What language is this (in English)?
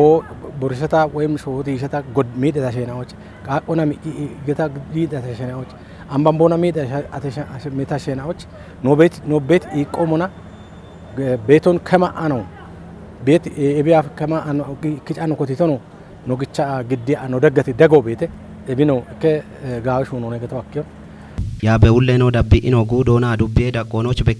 Kafa